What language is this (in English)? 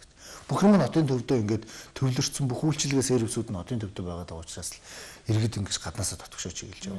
Mongolian